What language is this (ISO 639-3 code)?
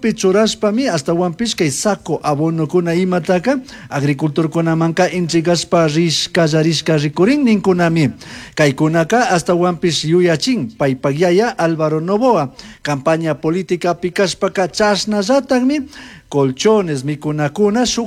qug